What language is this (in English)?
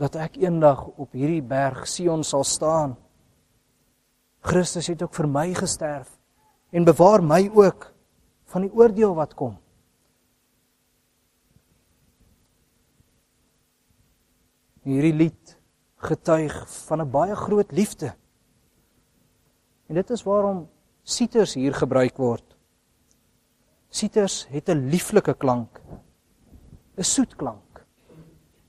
Afrikaans